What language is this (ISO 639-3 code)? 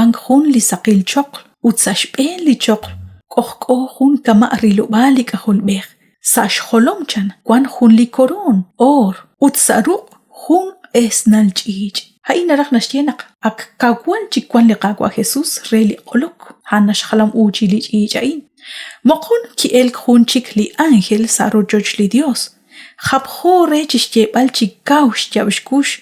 kek